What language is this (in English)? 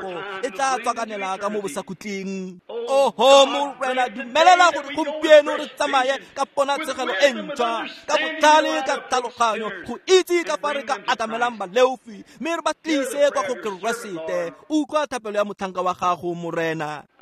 Tswana